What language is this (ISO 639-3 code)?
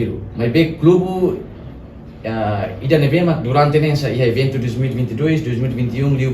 tet